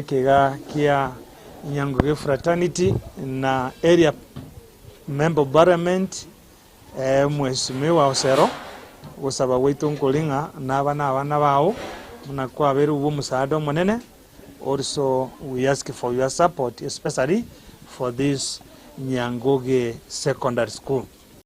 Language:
Gusii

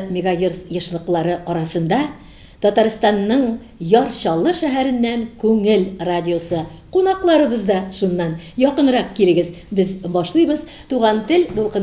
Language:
Tatar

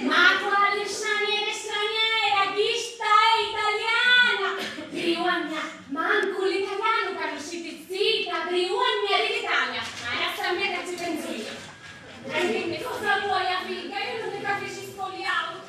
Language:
Sicilian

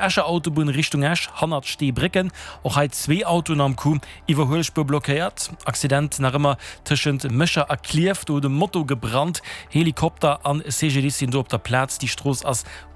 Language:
Luxembourgish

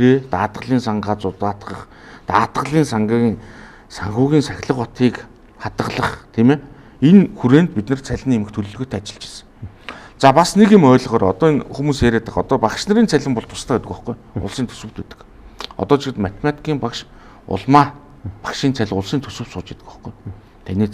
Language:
Mongolian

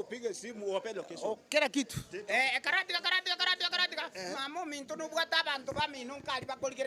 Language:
Gusii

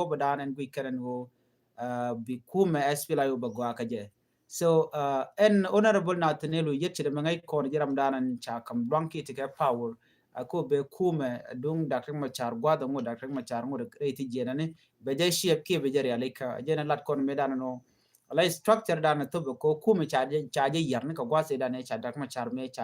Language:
Nuer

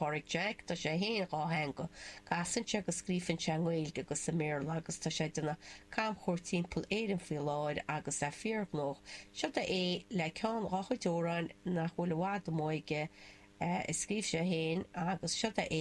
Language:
Irish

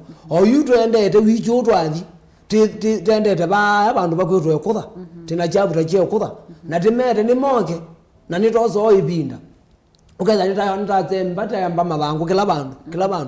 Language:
Kamba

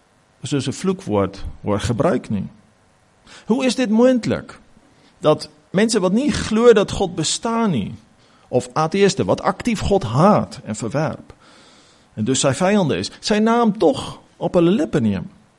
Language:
Afrikaans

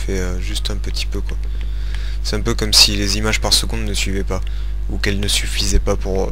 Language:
French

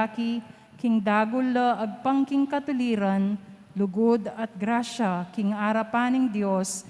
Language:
Pampanga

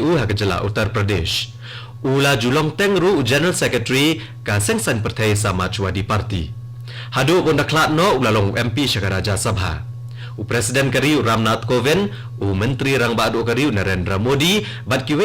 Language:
Khasi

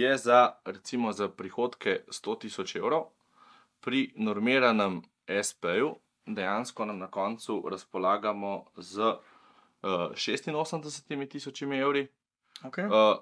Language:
Slovenian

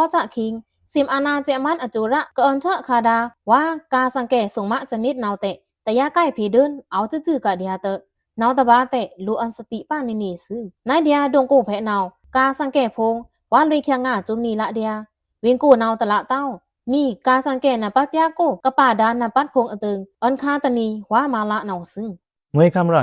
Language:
Pa'o Karen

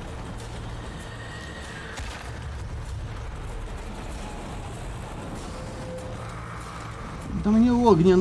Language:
Russian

